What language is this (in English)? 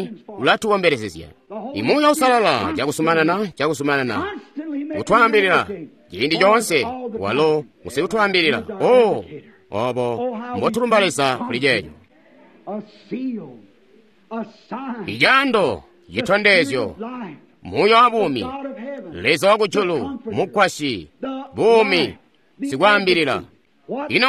Tonga (Zambia)